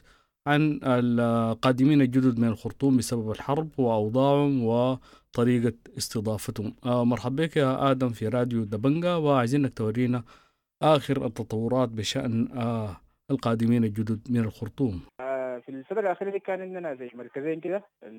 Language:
Sudanese Arabic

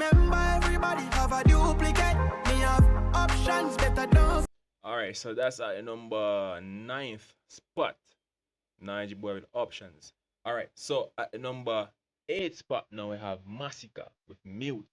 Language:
Jamaican Creole English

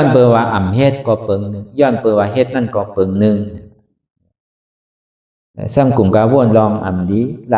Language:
Shan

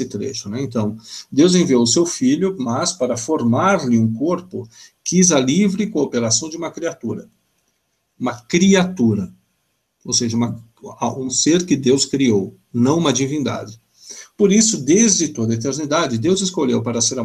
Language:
Portuguese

